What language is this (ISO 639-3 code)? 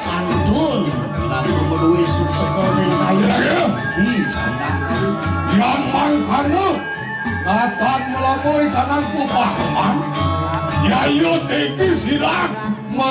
ban